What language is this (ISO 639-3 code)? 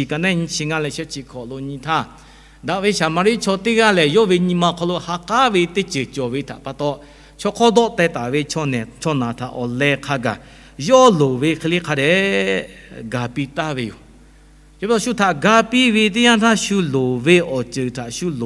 lhu